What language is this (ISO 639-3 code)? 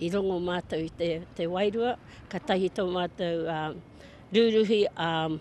mri